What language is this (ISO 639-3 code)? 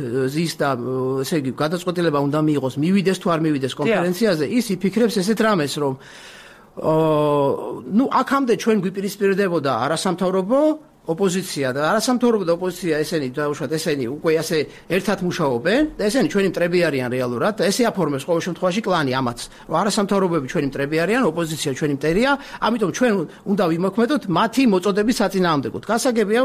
kat